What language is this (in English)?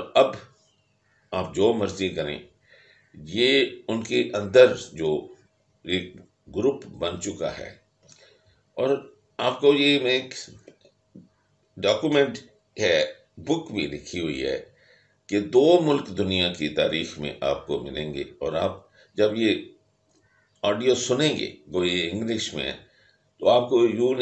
Urdu